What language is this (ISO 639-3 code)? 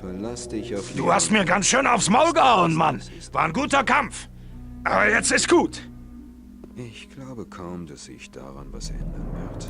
bar